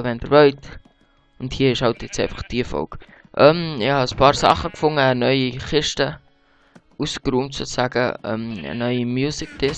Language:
Swiss German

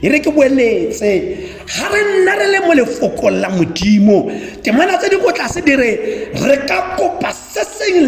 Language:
Tswana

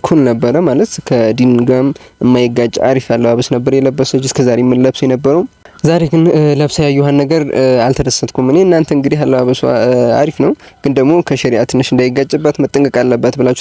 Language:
Amharic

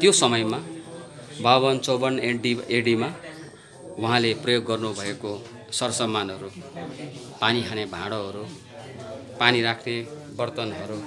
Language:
Nepali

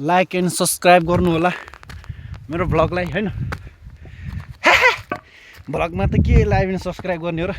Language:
Nepali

